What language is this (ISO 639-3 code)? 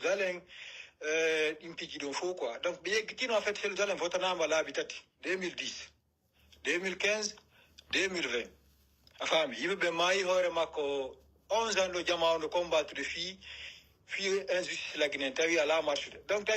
fuf